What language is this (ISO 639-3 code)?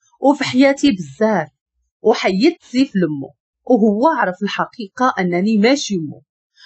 ary